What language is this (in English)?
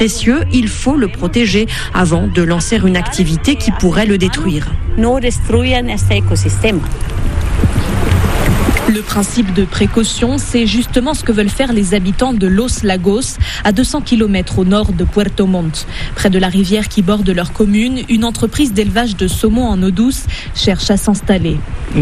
French